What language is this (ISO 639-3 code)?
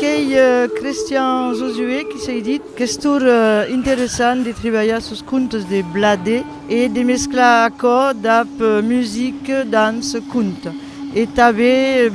oci